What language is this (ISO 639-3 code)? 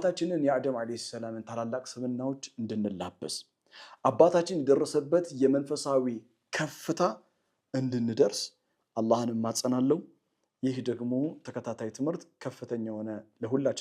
amh